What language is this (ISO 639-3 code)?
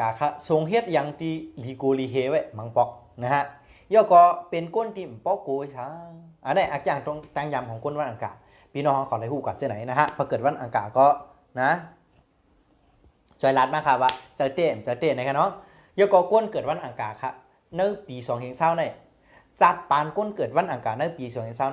shn